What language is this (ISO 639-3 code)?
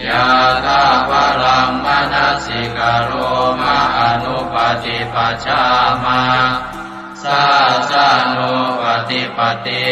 pli